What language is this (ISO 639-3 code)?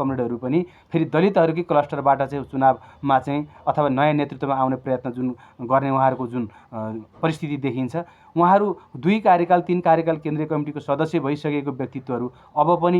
nep